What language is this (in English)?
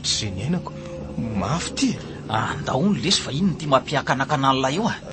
Malagasy